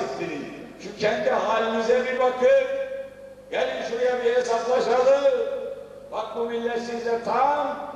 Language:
Turkish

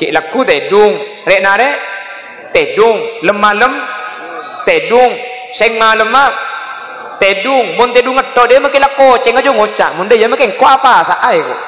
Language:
Madurese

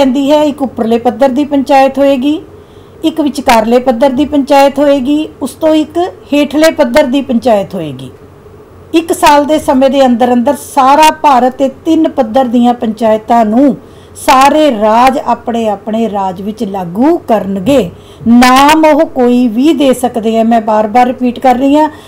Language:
Punjabi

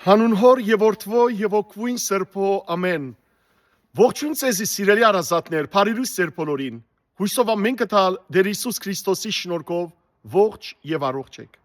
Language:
Western Armenian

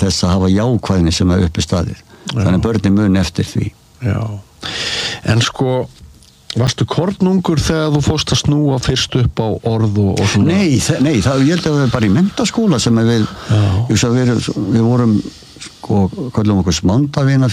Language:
Icelandic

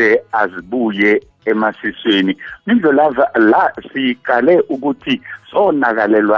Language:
South Ndebele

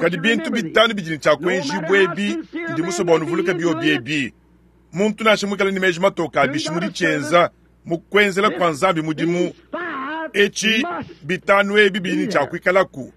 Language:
Luba-Lulua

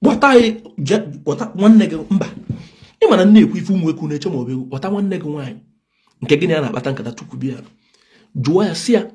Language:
Igbo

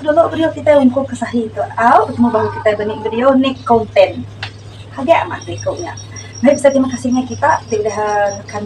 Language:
Iban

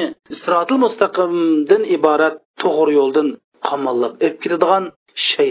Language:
Uyghur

